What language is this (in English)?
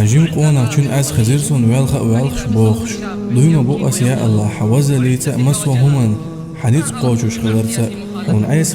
Chechen